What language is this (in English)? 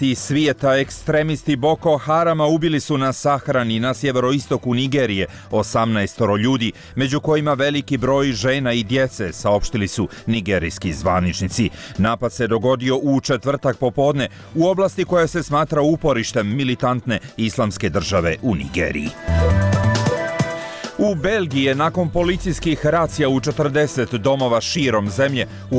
Bosnian